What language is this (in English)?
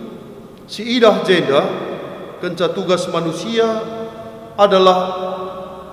Batak Karo